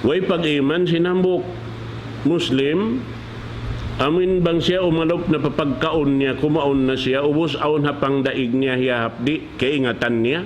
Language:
Tausug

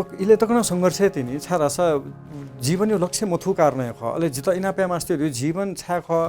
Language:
Newari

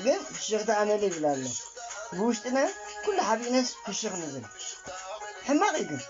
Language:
Tigrinya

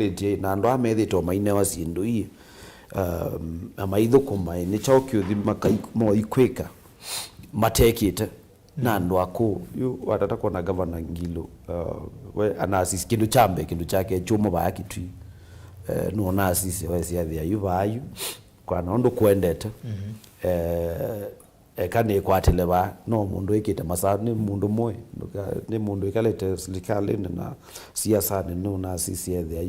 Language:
Kamba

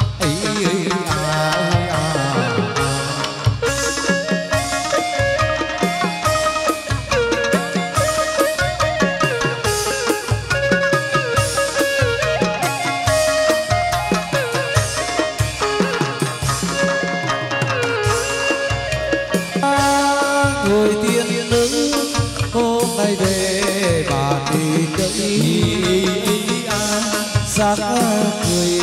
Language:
Vietnamese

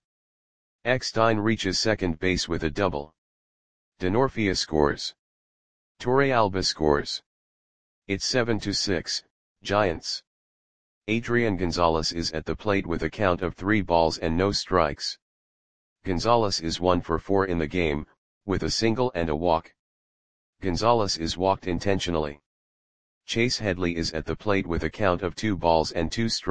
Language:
English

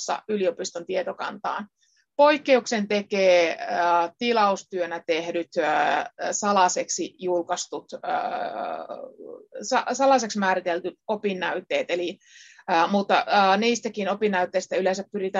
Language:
Finnish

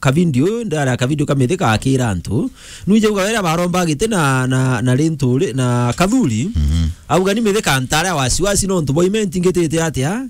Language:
Meru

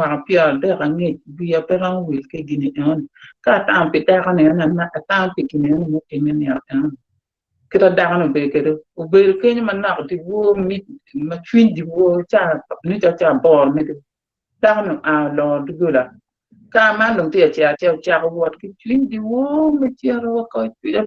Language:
Acoli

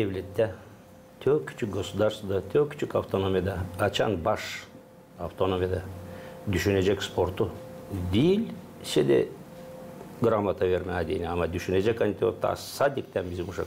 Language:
Gagauz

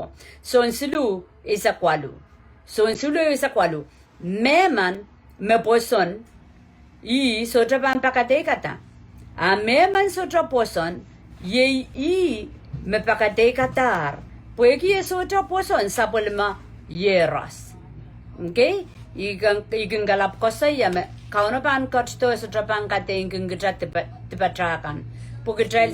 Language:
Pohnpeian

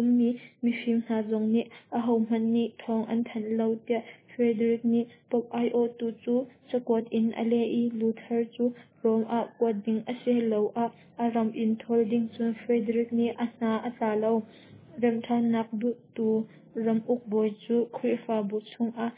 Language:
Hakha Chin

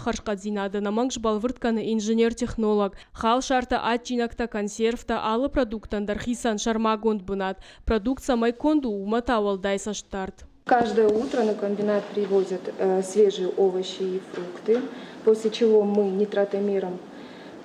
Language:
Ossetic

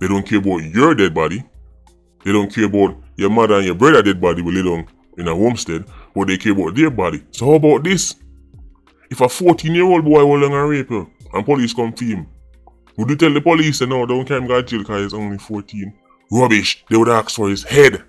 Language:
Jamaican Creole English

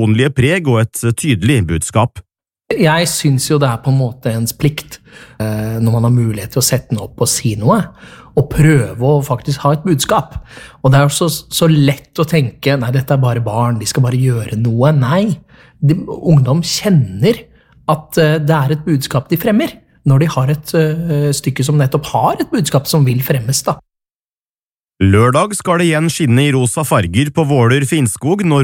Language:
Norwegian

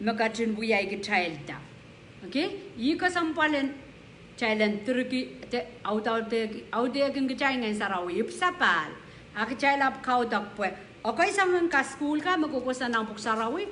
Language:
Pohnpeian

